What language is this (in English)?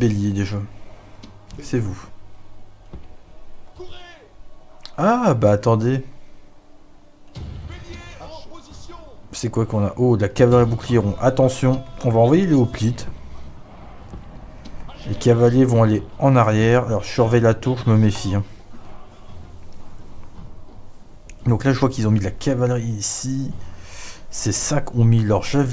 French